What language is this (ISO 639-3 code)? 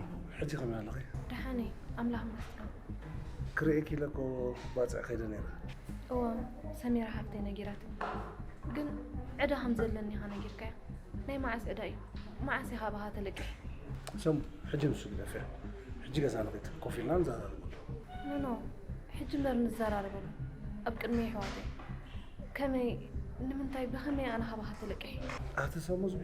tir